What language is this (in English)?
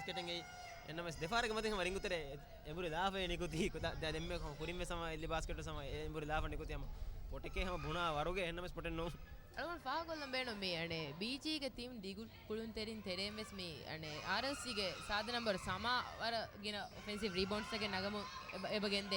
Divehi